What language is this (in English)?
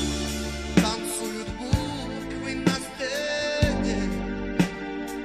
Russian